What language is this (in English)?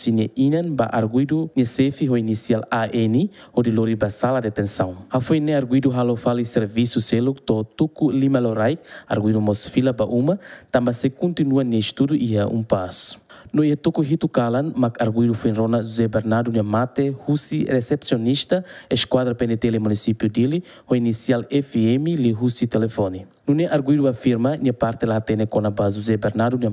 Tetum